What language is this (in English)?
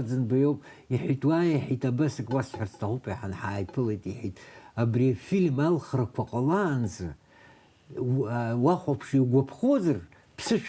Abkhazian